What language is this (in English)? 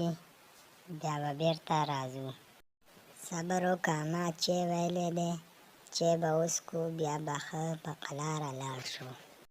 Pashto